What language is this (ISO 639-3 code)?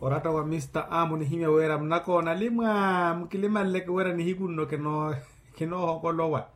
vmw